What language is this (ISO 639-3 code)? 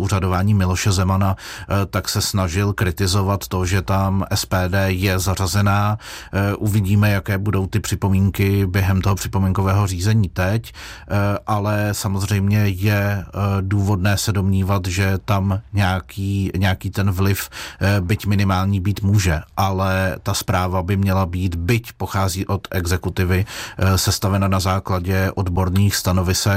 ces